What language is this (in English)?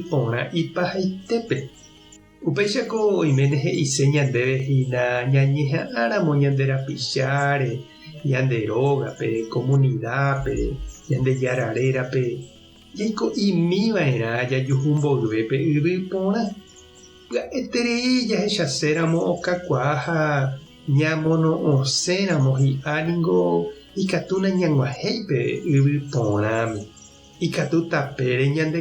Guarani